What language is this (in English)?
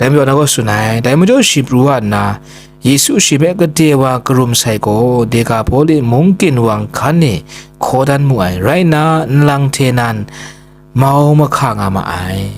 Kachin